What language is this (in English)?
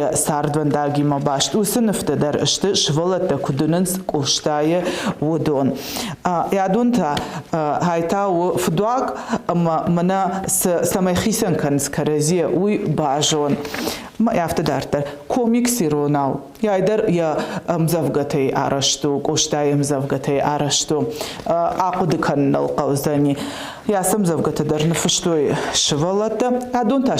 Ossetic